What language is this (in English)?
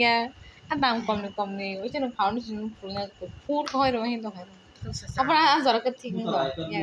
Kok Borok